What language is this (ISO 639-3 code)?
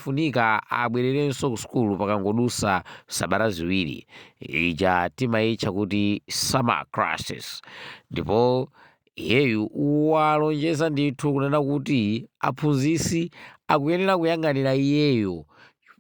nya